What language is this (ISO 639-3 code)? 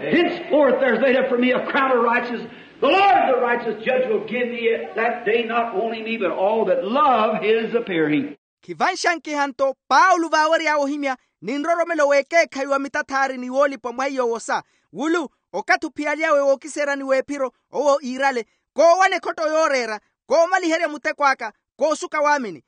vmw